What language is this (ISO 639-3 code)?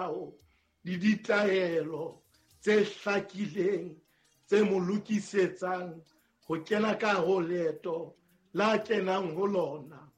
sot